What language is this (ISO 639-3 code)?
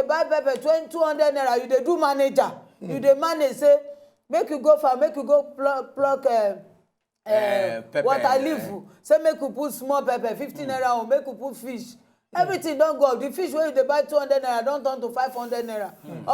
pcm